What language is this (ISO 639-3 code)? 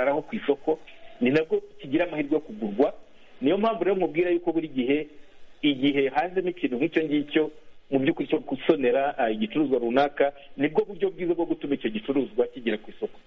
kin